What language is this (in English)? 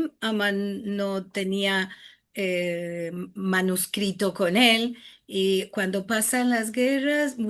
Ladino